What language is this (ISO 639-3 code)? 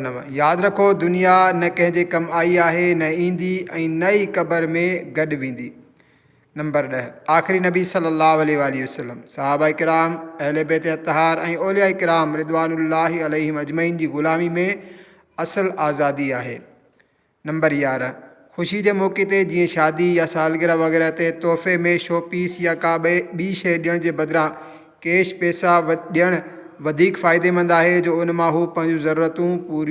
snd